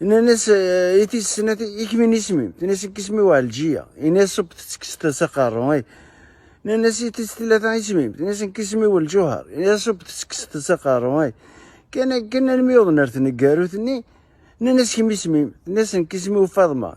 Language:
Kabyle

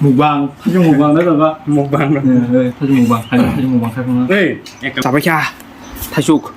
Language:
Kok Borok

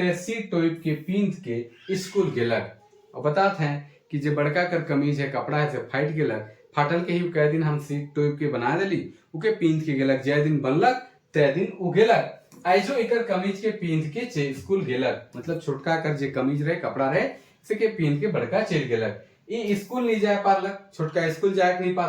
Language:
Sadri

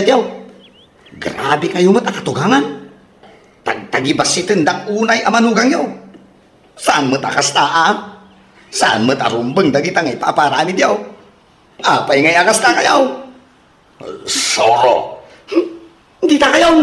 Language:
Iloko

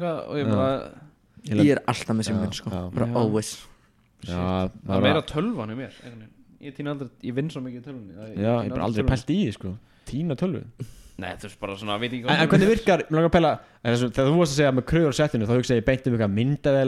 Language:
Icelandic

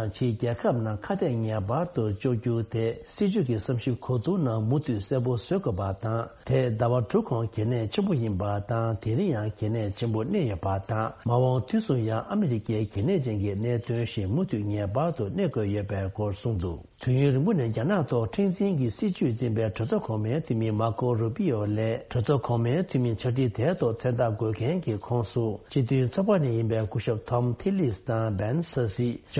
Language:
Tibetan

